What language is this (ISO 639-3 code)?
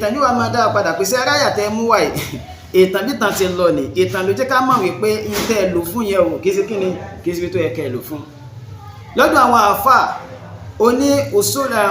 yor